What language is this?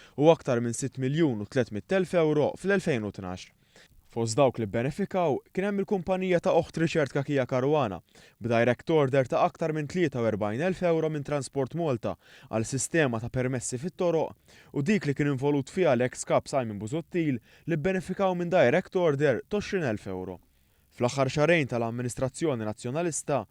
Maltese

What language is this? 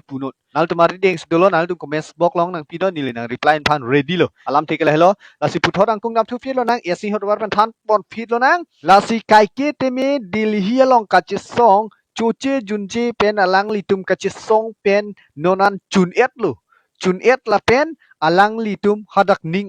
Karbi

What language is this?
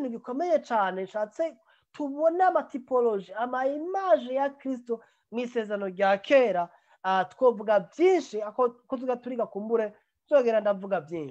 Rundi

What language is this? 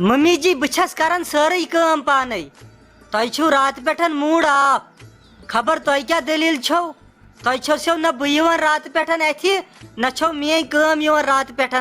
Kashmiri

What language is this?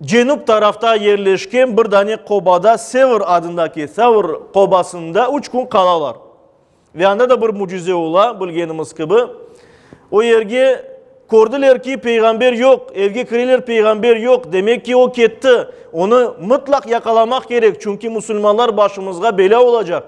Crimean Tatar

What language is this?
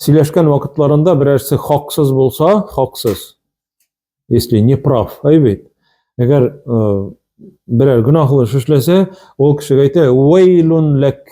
Tatar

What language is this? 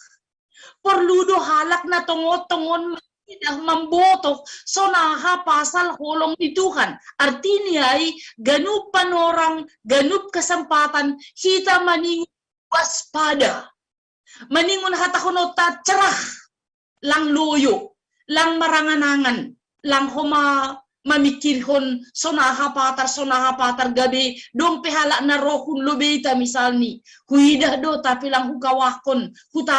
Batak Simalungun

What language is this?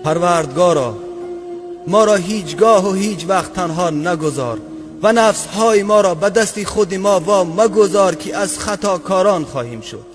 Tajik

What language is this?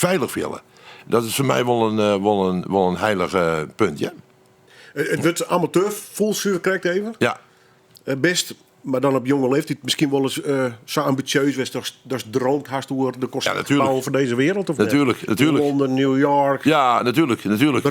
Western Frisian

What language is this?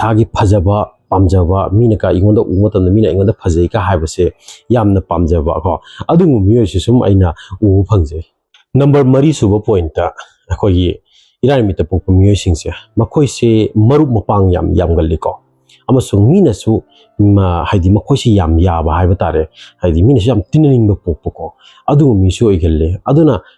Manipuri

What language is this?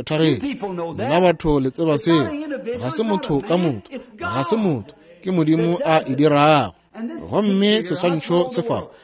Northern Sotho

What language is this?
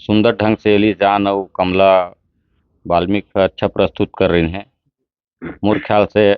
Chhattisgarhi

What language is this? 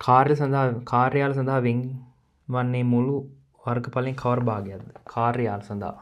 Sinhala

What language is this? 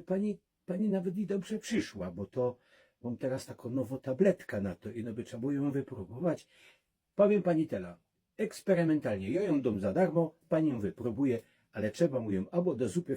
Silesian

